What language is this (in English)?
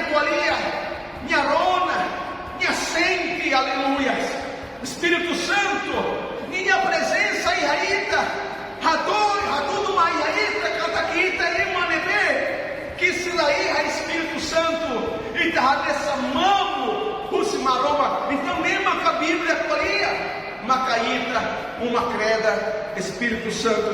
Tetum